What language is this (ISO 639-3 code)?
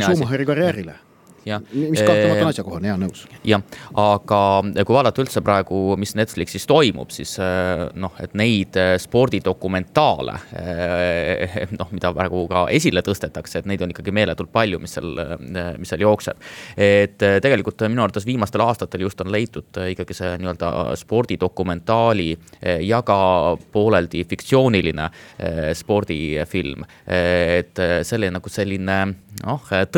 est